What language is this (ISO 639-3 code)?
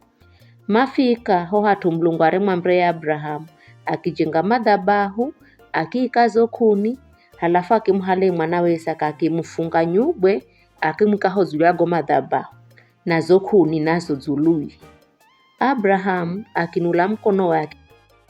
nyf